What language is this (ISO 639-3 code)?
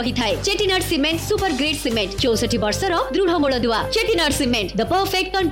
ori